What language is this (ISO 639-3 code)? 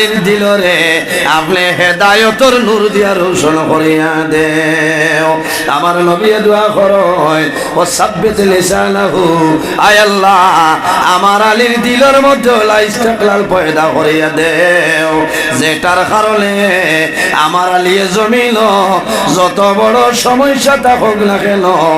syl